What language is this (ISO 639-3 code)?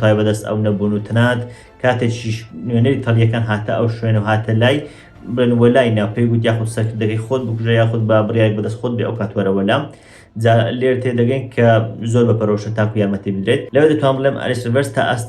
ckb